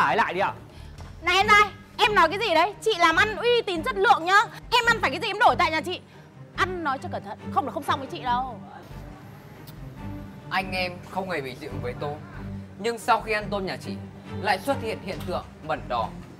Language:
Vietnamese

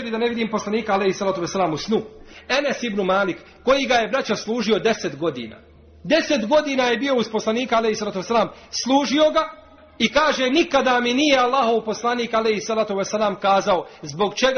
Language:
Bosnian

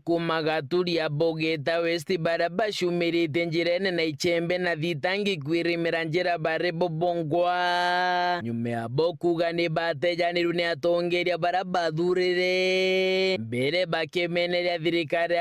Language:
Meru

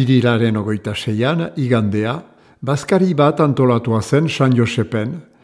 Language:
Basque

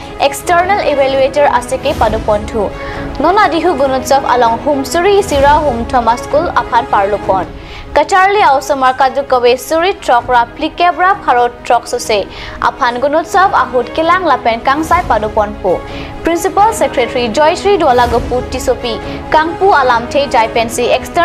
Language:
Karbi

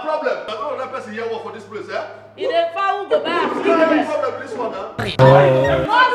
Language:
Nigerian Pidgin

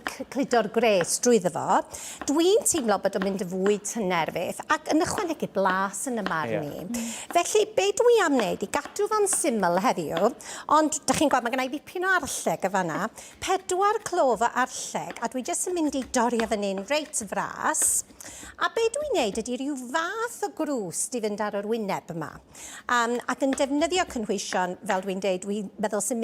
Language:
Welsh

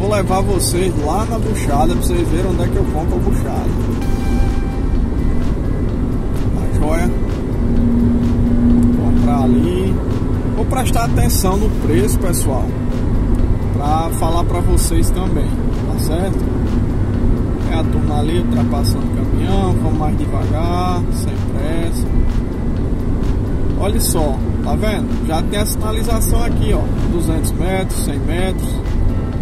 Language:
Portuguese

